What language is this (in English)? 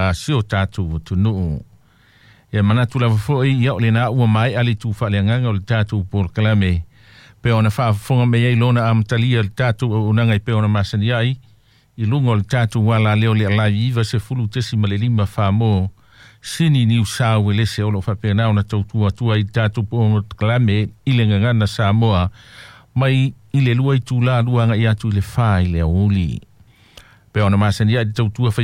Samoan